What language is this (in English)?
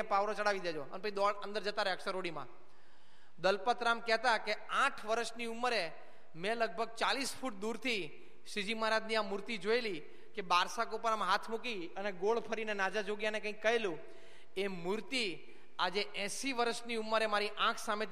Gujarati